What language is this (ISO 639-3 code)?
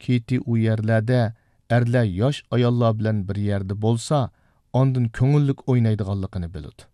uig